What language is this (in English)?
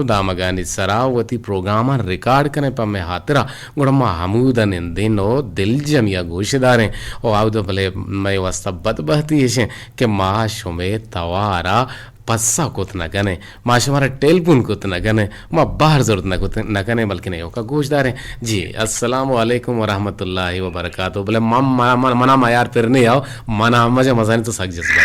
Eastern Balochi